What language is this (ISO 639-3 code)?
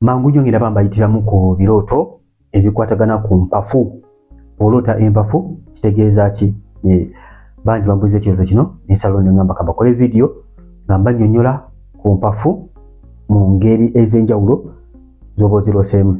lug